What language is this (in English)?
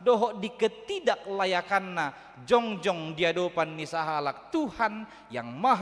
Batak Toba